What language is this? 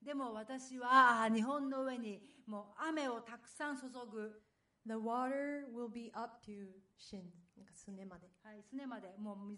Japanese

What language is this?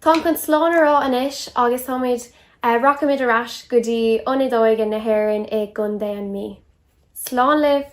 Irish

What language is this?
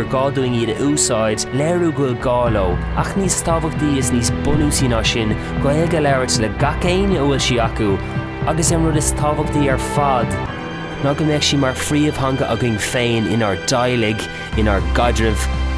Irish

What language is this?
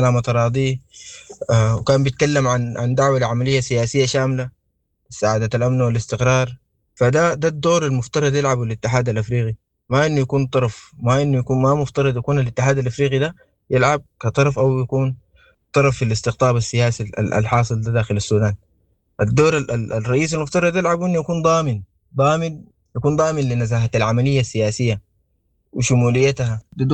Sudanese Arabic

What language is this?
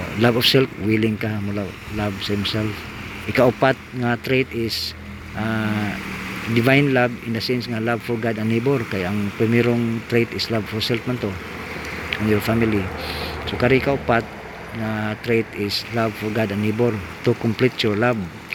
Cebuano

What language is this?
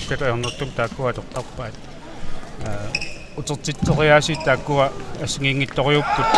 Kalaallisut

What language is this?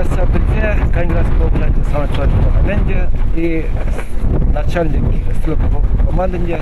Chuvash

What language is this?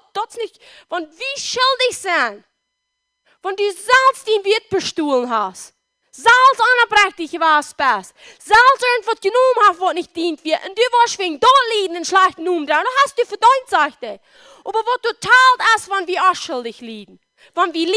Plautdietsch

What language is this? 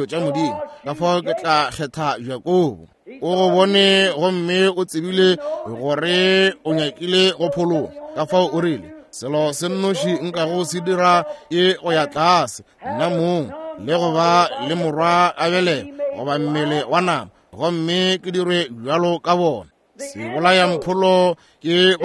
Northern Sotho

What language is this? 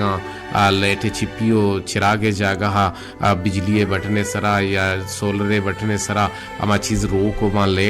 Baluchi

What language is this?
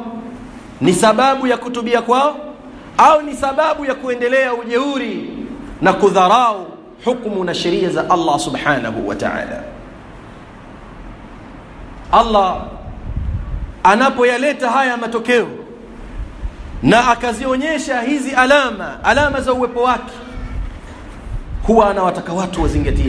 Swahili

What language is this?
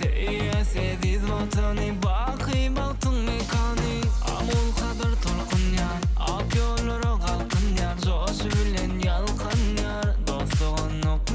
Turkmen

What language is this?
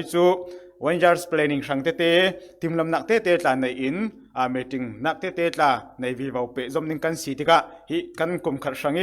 Falam Chin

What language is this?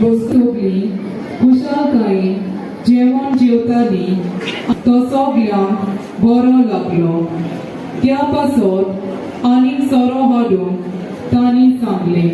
Konkani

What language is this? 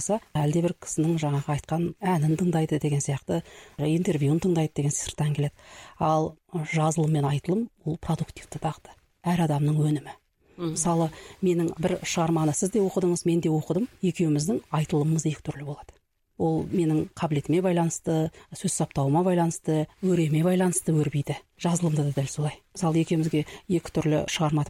Kazakh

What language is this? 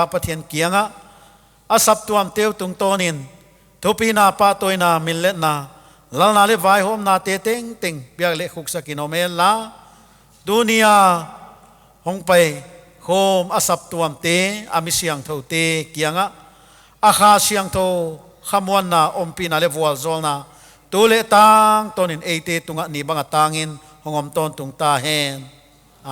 Paite Chin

